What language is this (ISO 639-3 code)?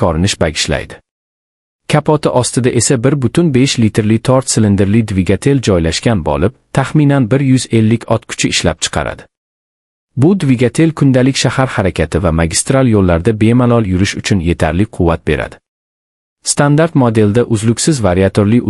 uzb